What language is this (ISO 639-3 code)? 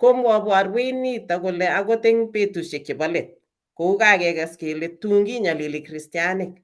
kln